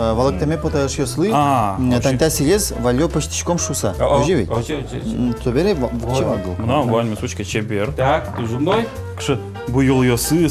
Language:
Udmurt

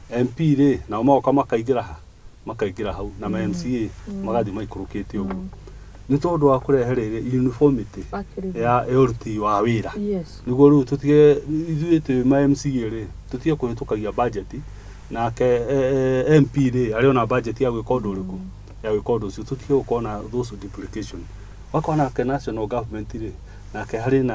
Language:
Kikuyu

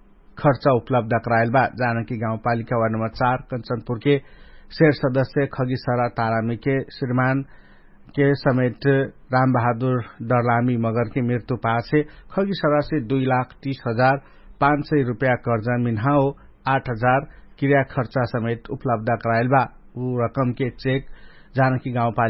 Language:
Dangaura Tharu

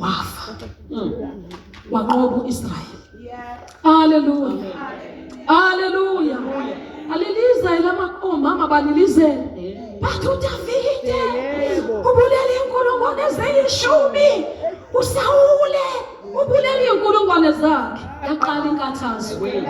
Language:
Zulu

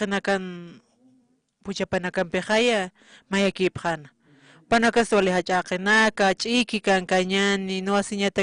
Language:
Aymara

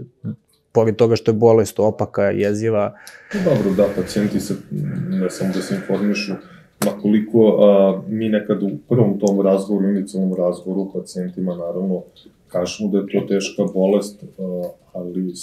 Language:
Serbian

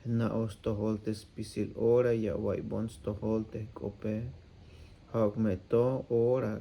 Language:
Tzeltal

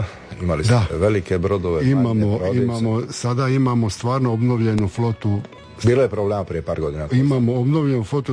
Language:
Croatian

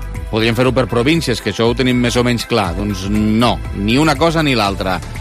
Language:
Catalan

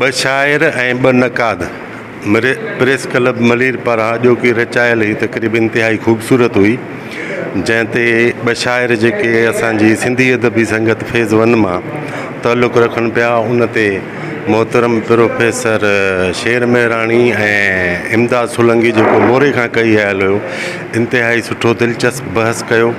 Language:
Sindhi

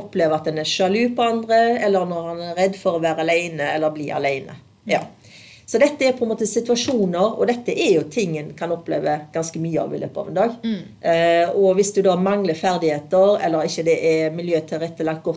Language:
Norwegian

